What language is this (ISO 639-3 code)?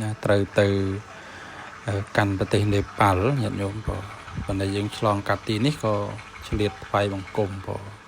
khm